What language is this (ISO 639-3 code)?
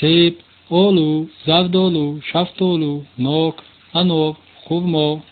tgk